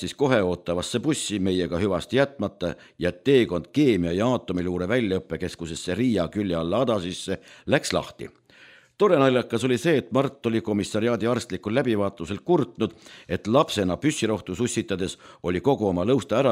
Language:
Estonian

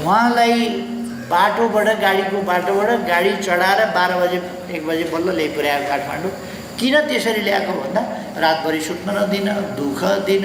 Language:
Nepali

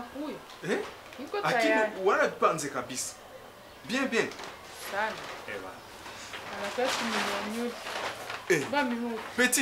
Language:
Kinyarwanda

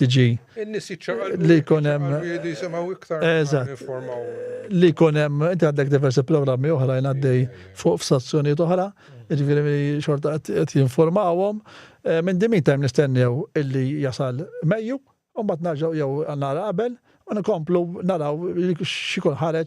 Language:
Maltese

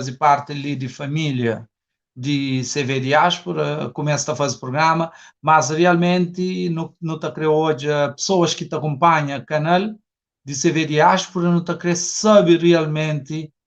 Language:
Kabuverdianu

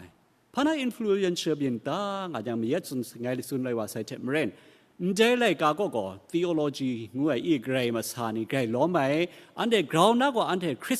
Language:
Kachin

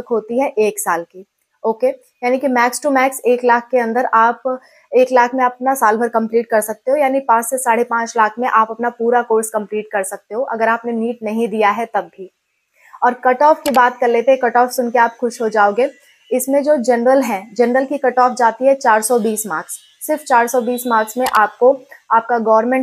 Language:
Hindi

